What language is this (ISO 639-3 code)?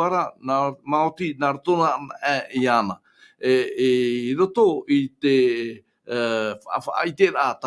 tah